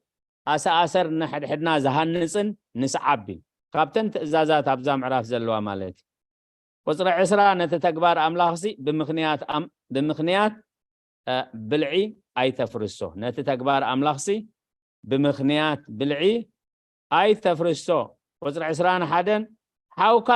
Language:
Tigrinya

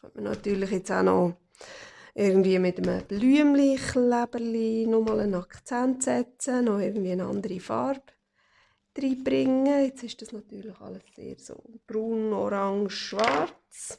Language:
Swiss German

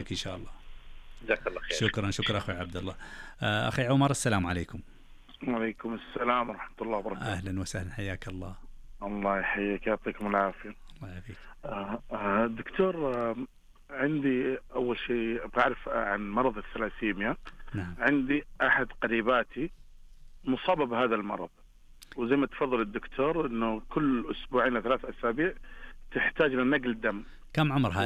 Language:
Najdi Arabic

